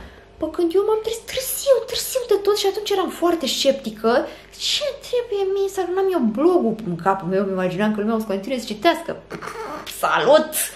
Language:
Romanian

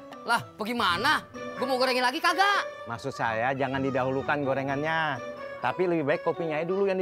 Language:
Betawi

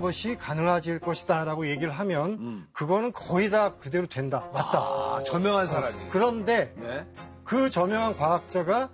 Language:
Korean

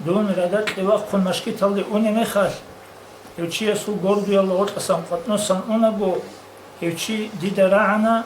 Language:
Avaric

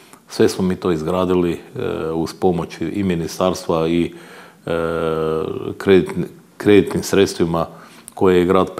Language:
Croatian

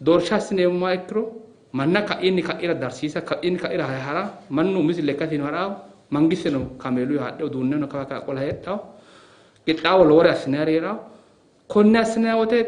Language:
Sidamo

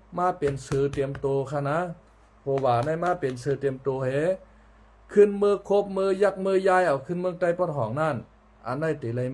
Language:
Shan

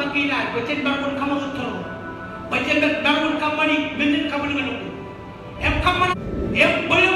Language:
Marshallese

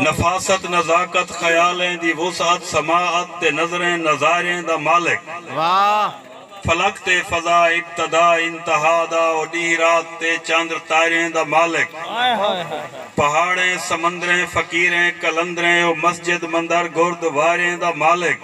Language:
Saraiki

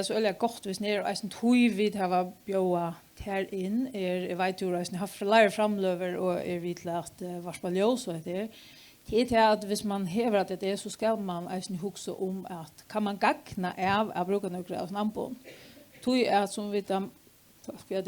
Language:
Faroese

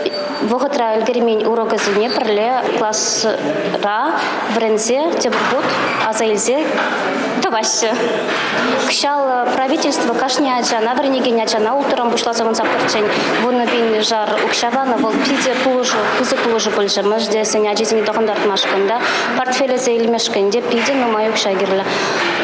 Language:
Chuvash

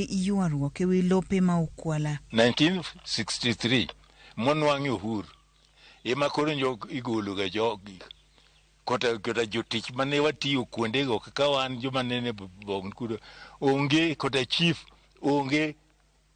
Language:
Luo (Kenya and Tanzania)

